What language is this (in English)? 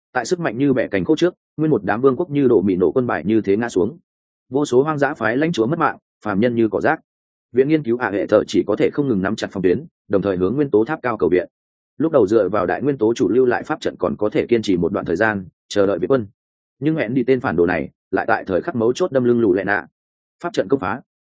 Vietnamese